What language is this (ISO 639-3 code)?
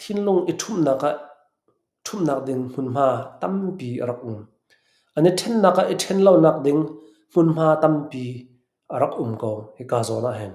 cnh